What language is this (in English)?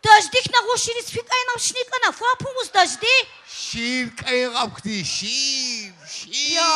Tabassaran